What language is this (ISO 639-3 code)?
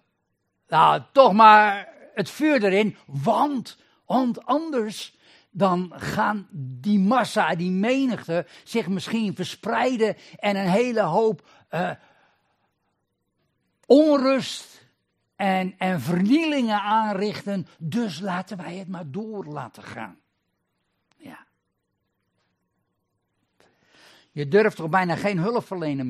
nld